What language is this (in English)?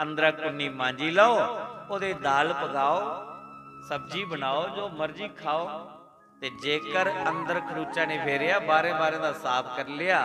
Dogri